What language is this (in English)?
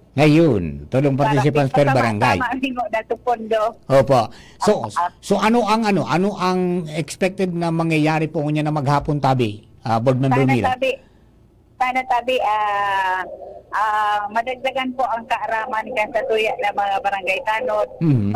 Bikol